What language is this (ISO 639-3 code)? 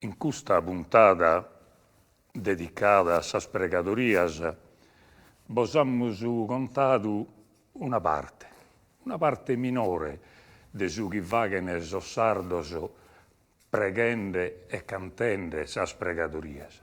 srd